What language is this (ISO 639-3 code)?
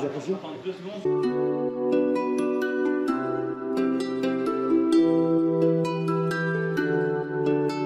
fra